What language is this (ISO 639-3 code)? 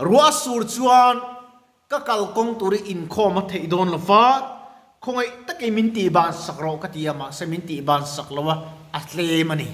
lus